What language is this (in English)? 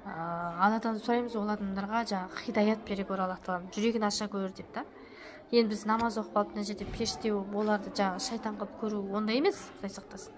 Kazakh